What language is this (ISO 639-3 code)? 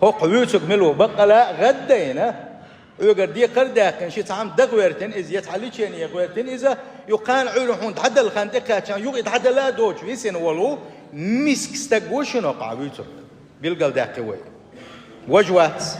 che